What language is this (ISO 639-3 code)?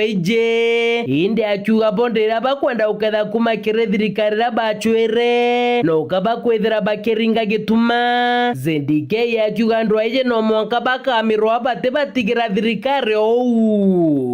mer